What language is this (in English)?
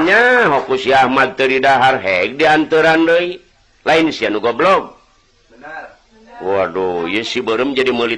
Sundanese